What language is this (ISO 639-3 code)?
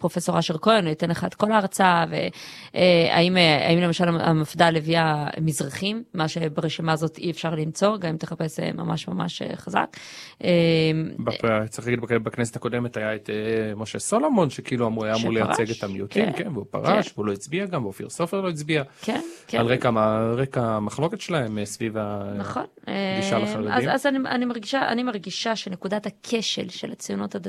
heb